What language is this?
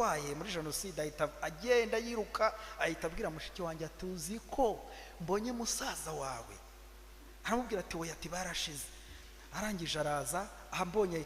Kinyarwanda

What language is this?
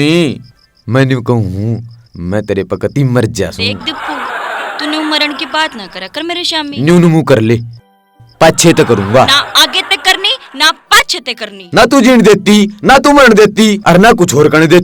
Haryanvi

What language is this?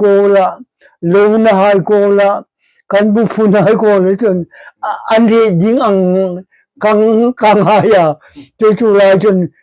Hmar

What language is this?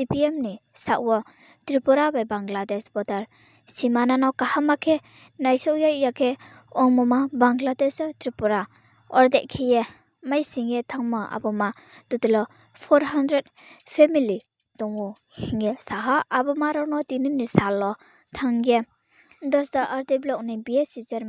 Riang (India)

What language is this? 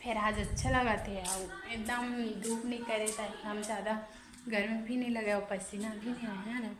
Chhattisgarhi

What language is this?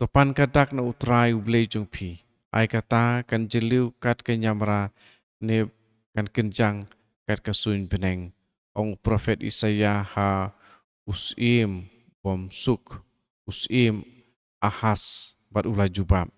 Khasi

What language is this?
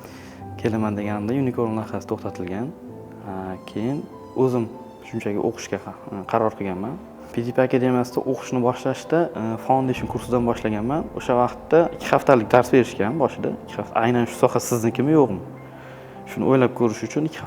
Uzbek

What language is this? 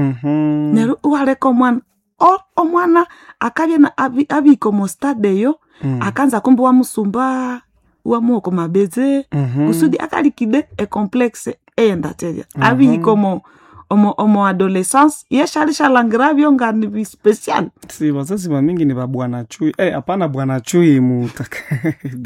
Swahili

